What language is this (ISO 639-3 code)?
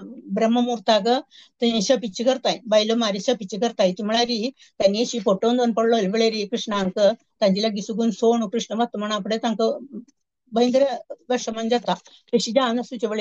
kok